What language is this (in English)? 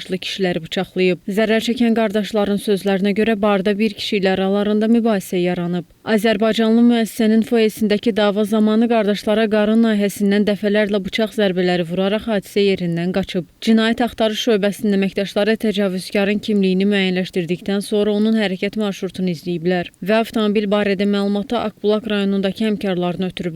Azerbaijani